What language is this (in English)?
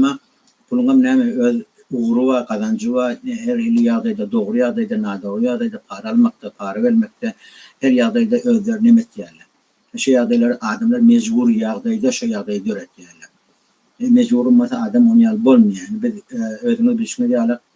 Turkmen